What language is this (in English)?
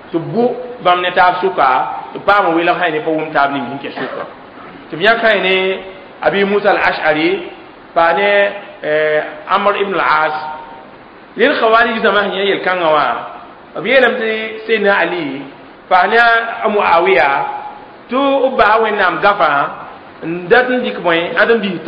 Mossi